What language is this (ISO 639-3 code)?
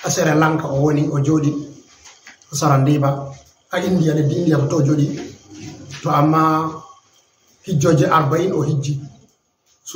ful